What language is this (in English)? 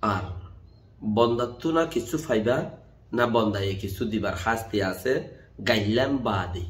Rohingya